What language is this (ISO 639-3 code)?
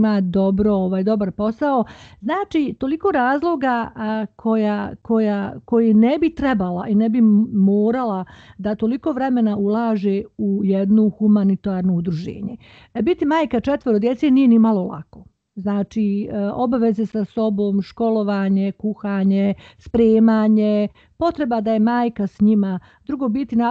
bos